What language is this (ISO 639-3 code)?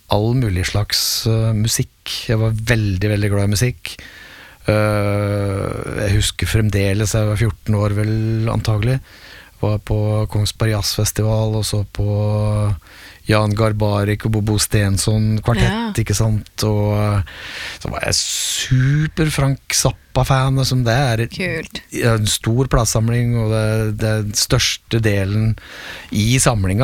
nor